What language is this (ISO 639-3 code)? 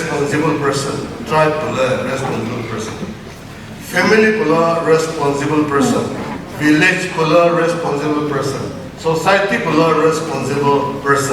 nri